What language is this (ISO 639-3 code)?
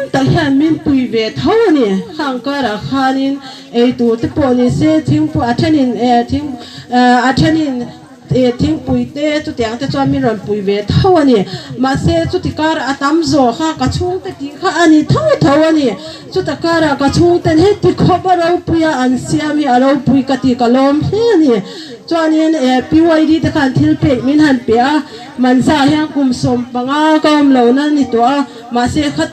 hmr